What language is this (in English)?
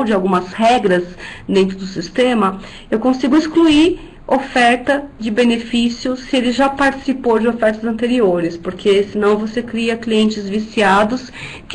Portuguese